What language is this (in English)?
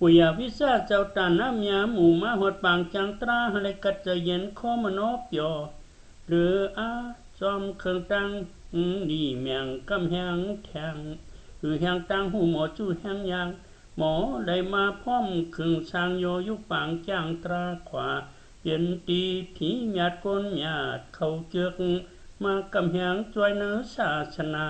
Shan